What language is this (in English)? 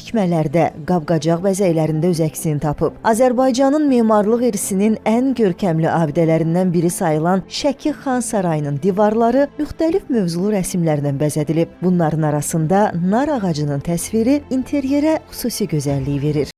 Azerbaijani